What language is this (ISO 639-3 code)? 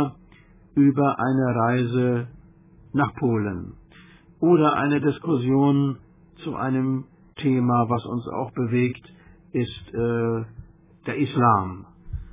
deu